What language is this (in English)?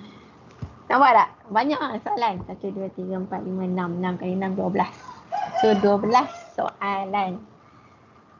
Malay